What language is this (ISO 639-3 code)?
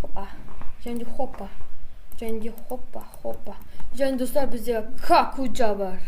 kaz